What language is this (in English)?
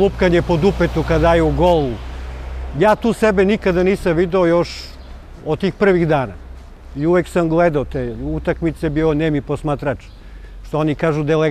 Serbian